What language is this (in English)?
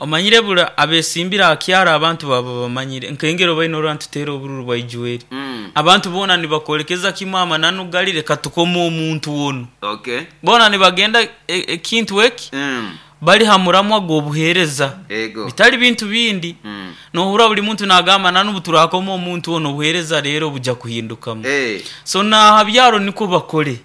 Nyankole